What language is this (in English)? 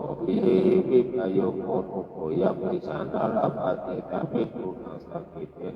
Pali